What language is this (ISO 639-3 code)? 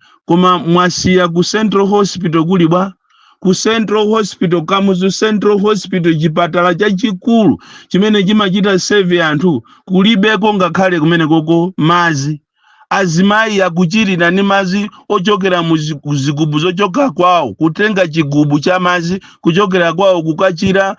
nya